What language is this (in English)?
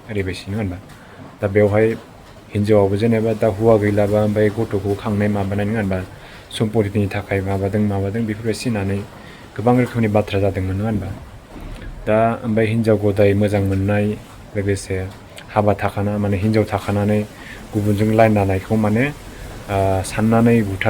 Bodo